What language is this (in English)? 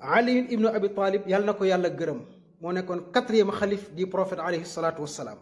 Wolof